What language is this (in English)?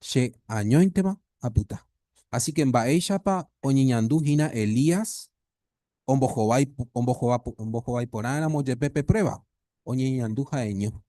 Guarani